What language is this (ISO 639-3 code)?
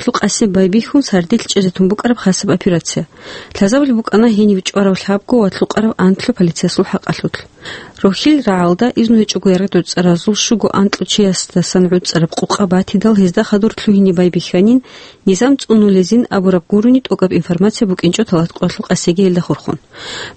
ava